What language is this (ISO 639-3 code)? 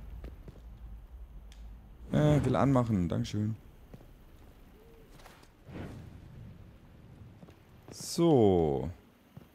deu